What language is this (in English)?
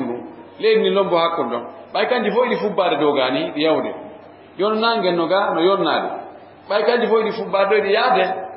Fula